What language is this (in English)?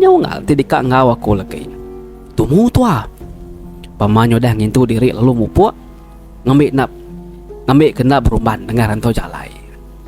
Iban